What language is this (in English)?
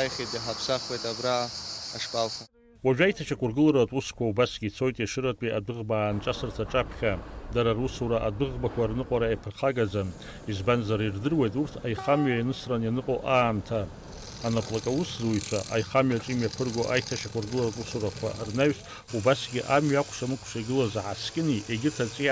Abkhazian